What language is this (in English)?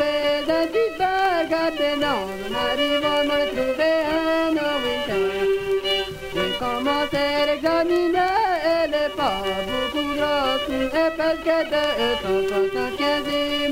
Cajun French